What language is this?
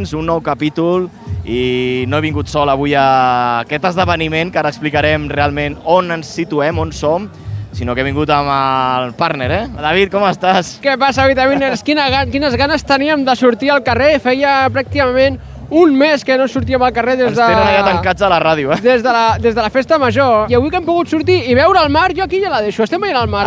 Catalan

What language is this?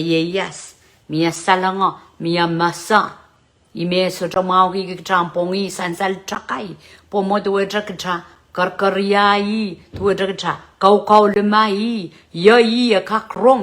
Pohnpeian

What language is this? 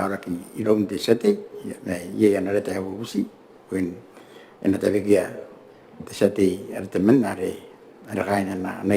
Gilbertese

